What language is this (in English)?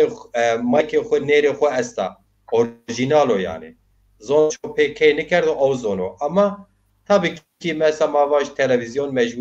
Zaza